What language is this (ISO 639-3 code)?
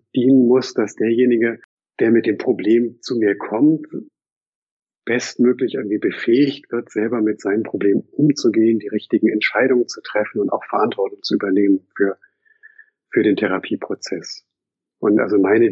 deu